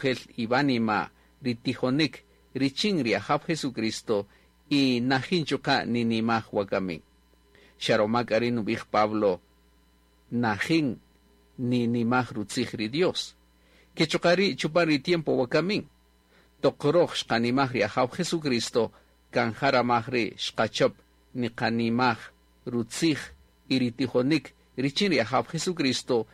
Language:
Kaqchikel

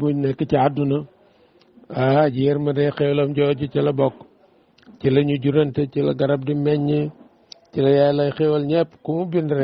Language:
Wolof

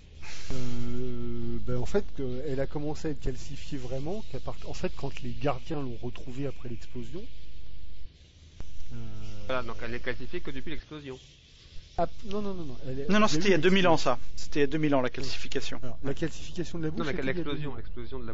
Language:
French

